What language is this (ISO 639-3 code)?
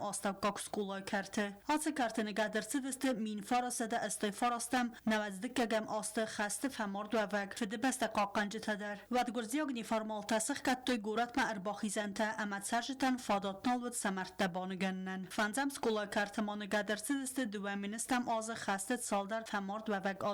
oss